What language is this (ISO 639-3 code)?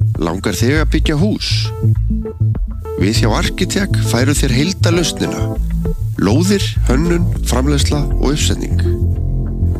isl